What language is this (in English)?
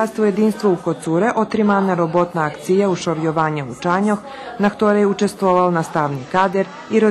Rusyn